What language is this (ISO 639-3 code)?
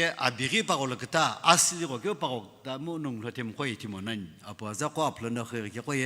nsm